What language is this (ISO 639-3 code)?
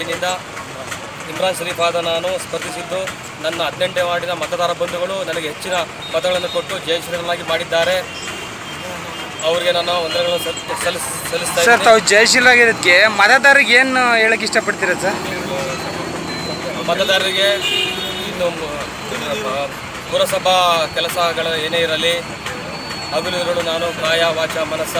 kan